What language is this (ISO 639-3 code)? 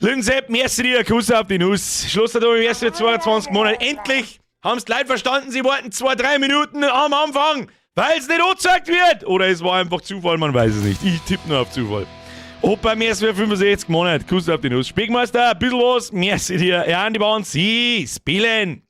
bar